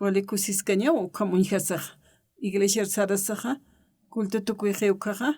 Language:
Aymara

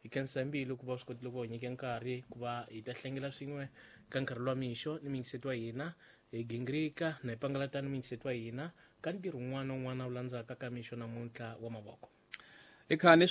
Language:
Tsonga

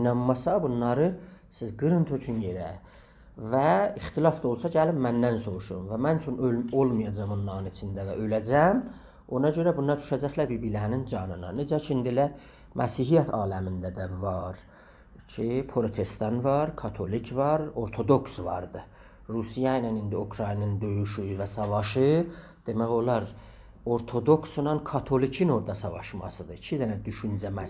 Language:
South Azerbaijani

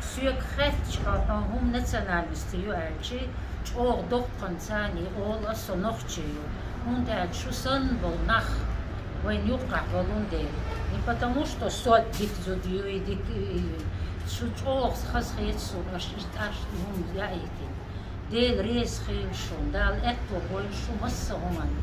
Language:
Chechen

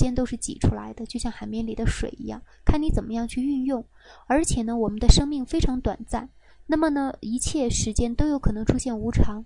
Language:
Chinese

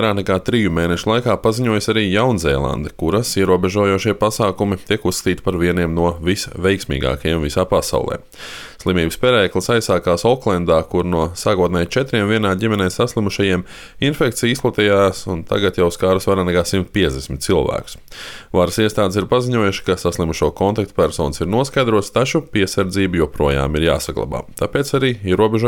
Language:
Latvian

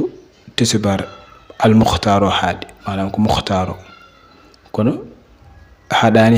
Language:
Fula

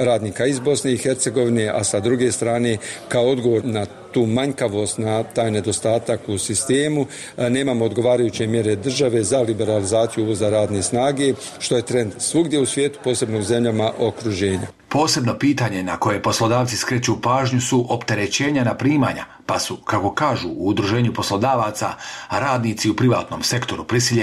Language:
Bosnian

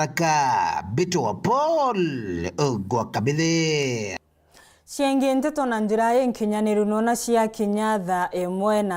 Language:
Meru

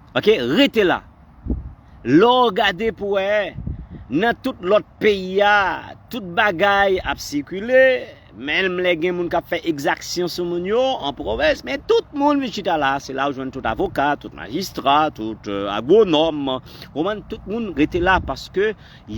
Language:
Haitian Creole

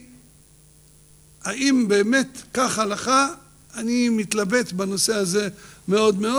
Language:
Hebrew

